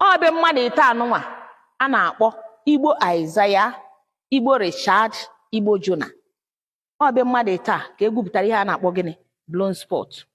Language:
Igbo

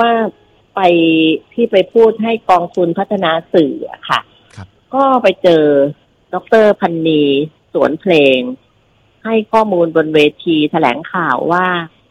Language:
Thai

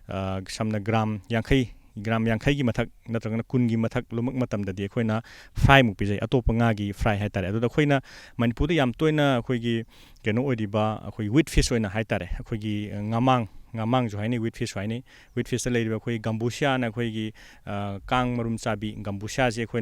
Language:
Manipuri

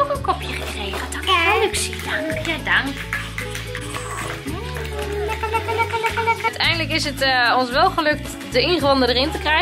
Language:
Dutch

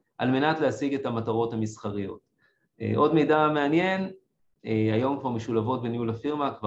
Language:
Hebrew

